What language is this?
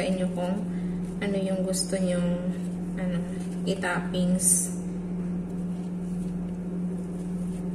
Filipino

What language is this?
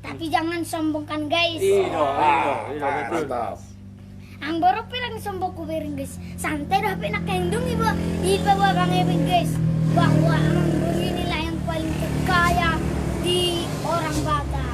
Batak Toba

